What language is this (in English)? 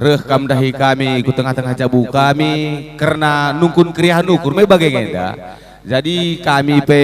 Batak Karo